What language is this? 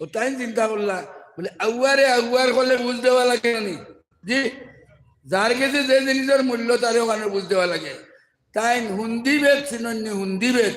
Sylheti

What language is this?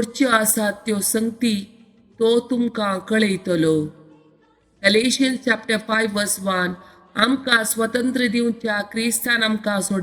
Konkani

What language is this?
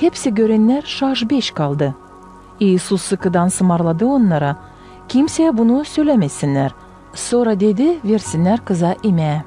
Gagauz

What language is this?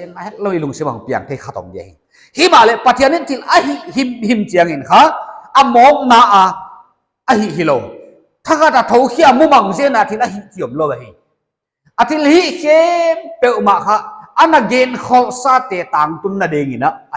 Paite Chin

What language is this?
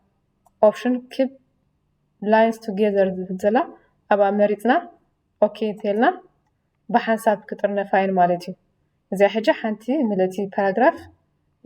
Tigrinya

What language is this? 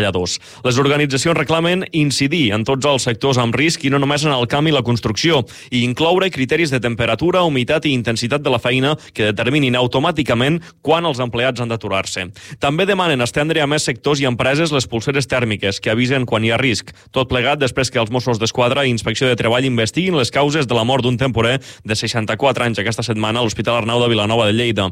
Catalan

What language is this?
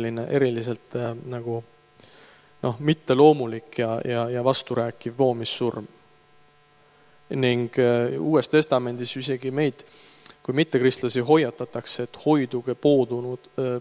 Estonian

